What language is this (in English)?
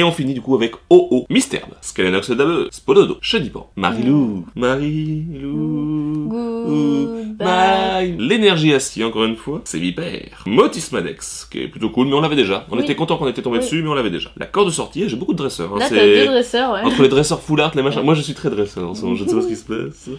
French